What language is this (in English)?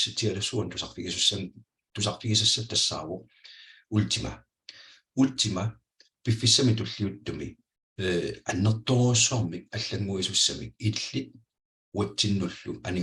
Kalaallisut